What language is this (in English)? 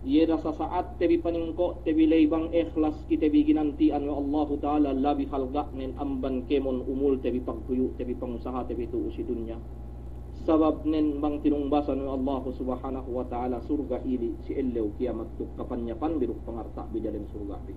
Yakan